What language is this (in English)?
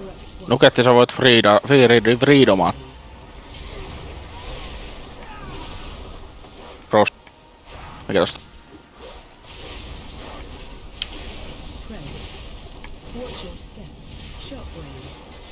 Finnish